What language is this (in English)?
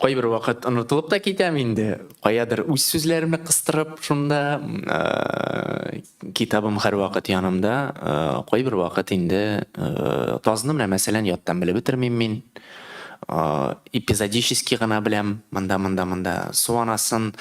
Tatar